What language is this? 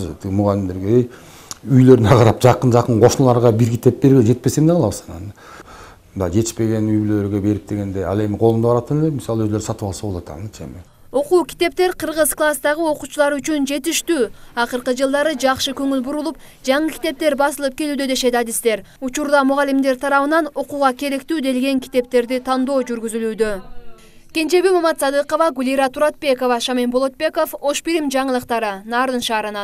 Kyrgyz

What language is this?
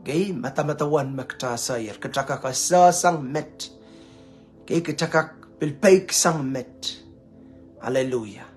Pohnpeian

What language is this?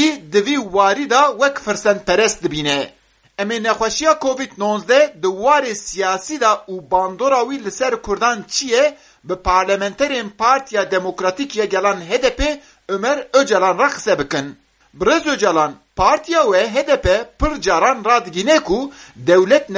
Kurdish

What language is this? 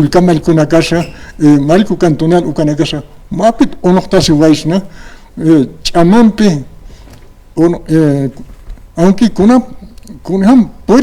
Aymara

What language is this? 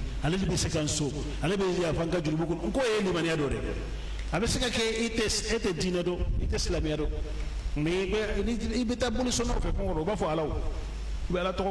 Bambara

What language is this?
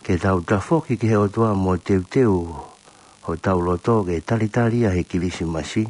Tongan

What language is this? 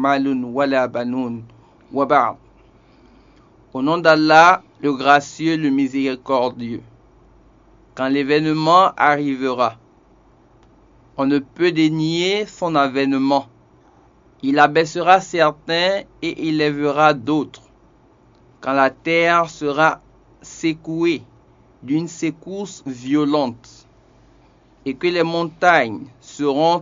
French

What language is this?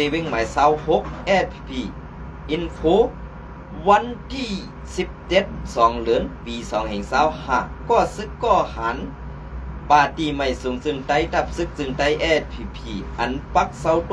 Shan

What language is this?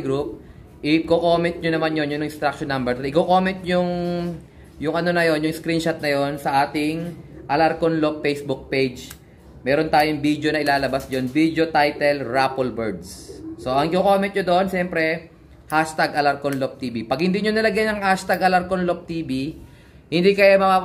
Filipino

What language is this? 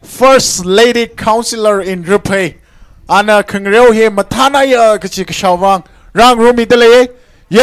Tangkhul Naga (India)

